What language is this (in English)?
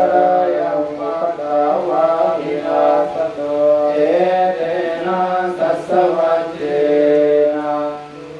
Pali